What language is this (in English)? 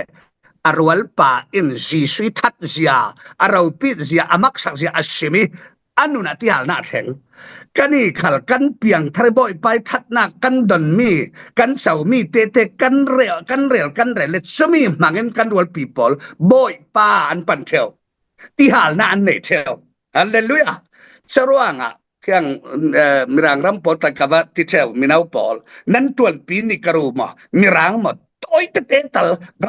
Falam Chin